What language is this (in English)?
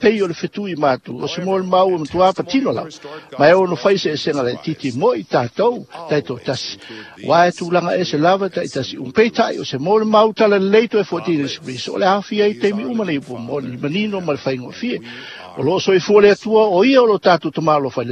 Samoan